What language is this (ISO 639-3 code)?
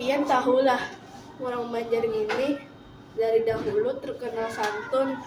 bjn